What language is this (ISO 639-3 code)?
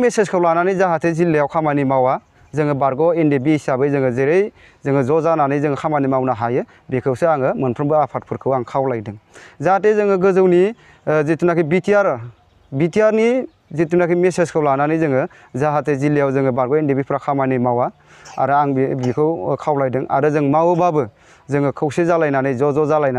brx